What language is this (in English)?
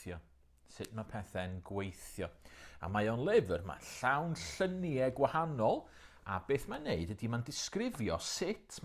Welsh